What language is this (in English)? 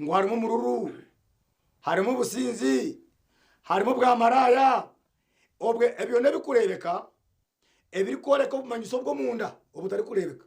Nyankole